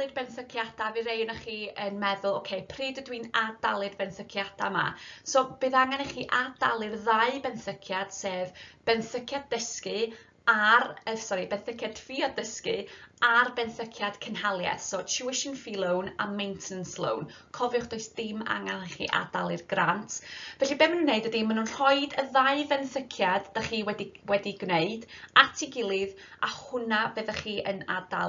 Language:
Welsh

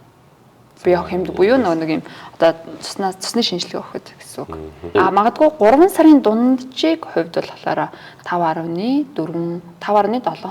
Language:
Mongolian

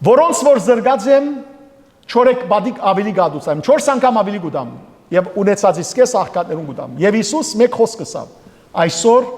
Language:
Western Armenian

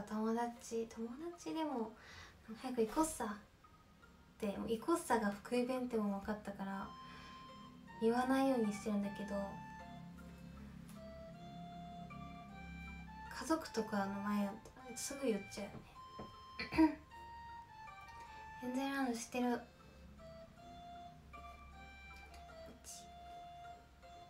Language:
Japanese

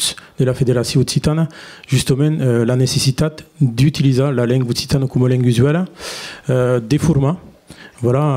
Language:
Occitan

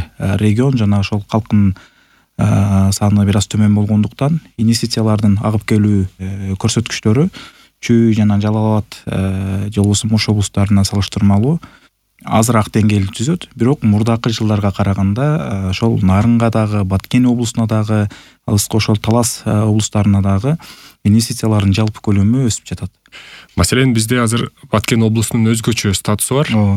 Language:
Kyrgyz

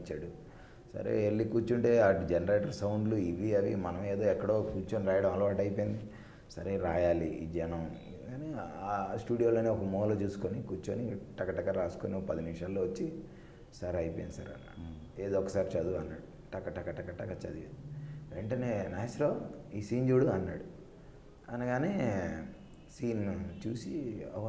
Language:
Telugu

